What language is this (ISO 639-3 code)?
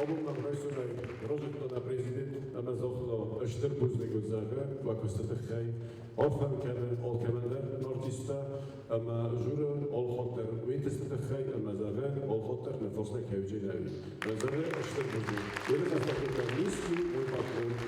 oss